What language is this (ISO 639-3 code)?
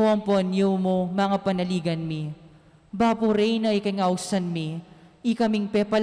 pam